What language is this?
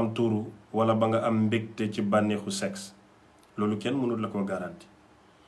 Wolof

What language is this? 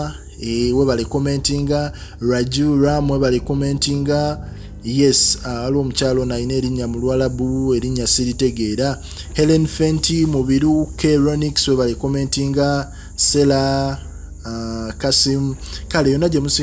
Ganda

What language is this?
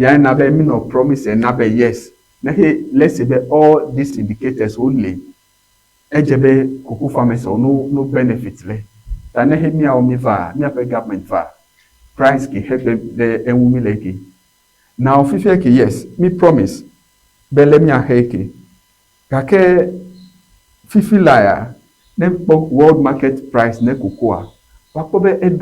Ewe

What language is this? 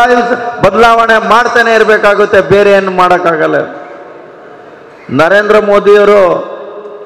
Kannada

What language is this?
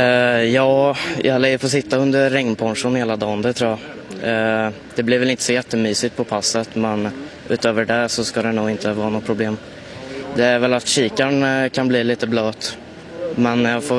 Swedish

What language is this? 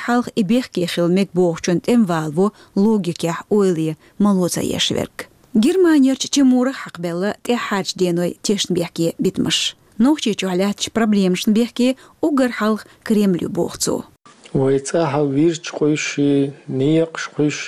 Chechen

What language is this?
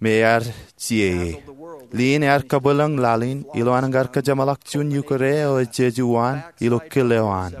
Marshallese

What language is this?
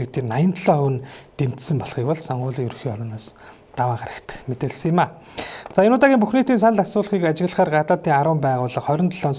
Mongolian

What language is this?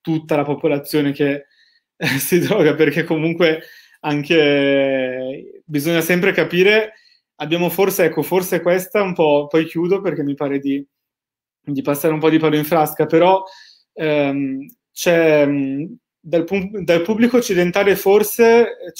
Italian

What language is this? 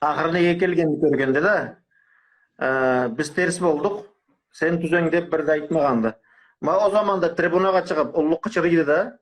Karachay-Balkar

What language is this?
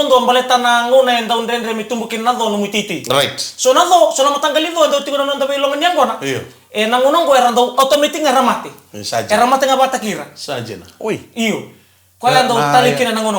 Fijian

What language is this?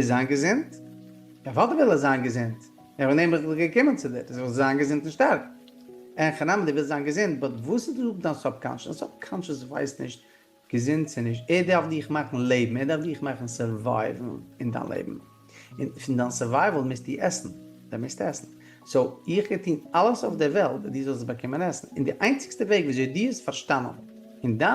Yiddish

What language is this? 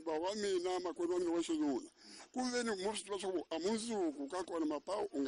Tsonga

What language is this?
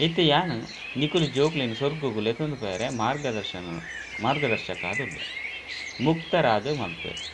Tulu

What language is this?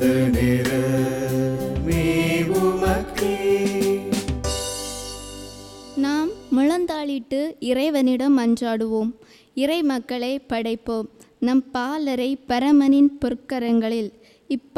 Tamil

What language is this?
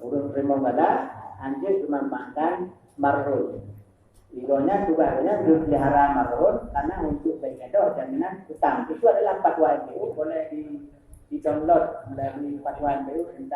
Achinese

